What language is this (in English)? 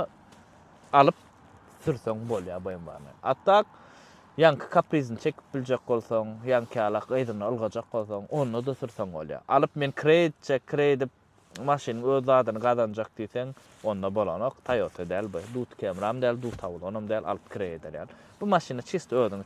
Turkmen